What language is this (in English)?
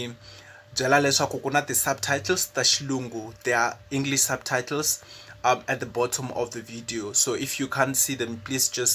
Tsonga